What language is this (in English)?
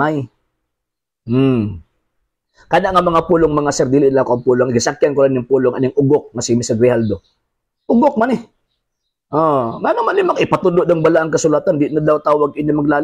Cebuano